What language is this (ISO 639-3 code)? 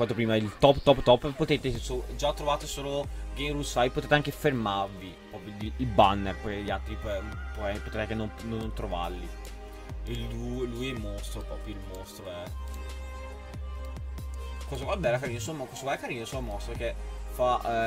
ita